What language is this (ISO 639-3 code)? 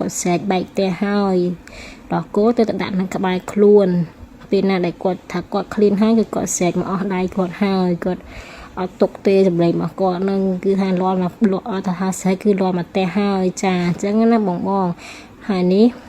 khm